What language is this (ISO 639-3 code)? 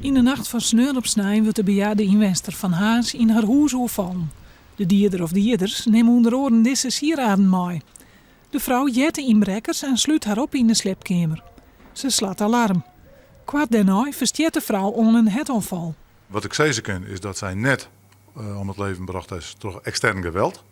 fry